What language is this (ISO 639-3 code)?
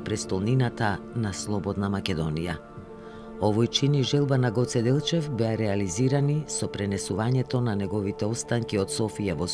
mkd